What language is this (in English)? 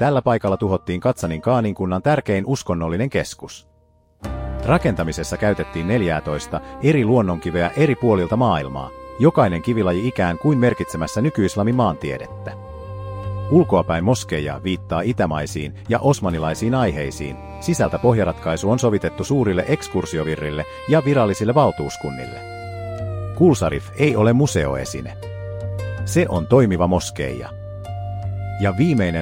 Finnish